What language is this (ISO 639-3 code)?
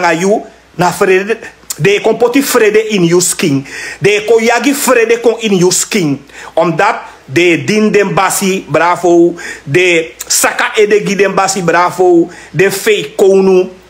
srn